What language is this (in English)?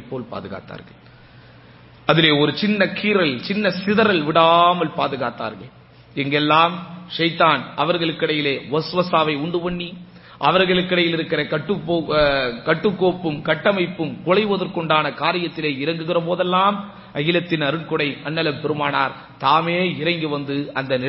Tamil